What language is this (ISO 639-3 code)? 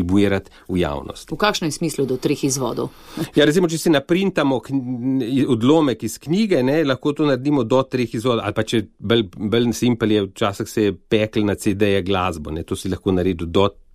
slv